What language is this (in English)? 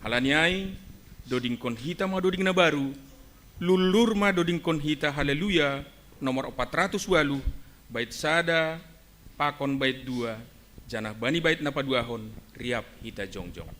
Batak Simalungun